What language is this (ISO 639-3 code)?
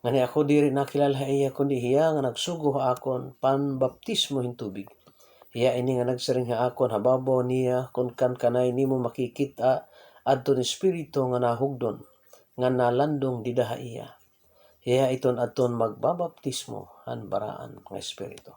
war